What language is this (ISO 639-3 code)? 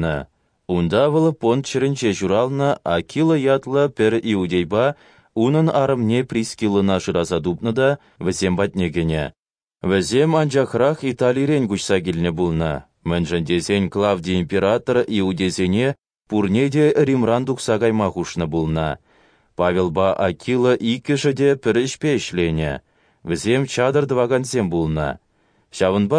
chv